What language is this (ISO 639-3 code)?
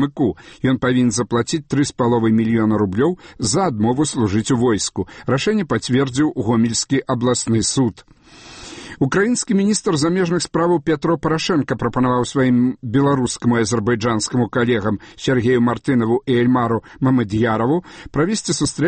bel